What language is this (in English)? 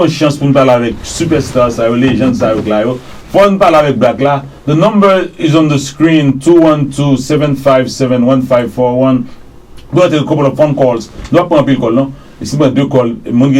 Haitian Creole